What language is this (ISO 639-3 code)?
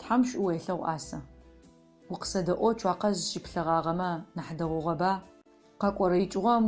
ady